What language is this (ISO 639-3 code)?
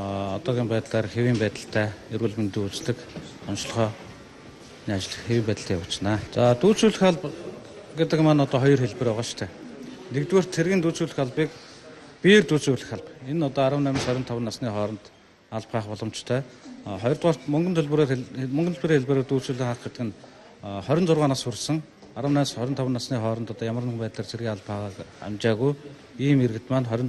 mon